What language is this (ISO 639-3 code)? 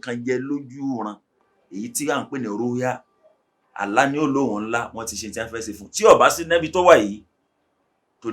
yor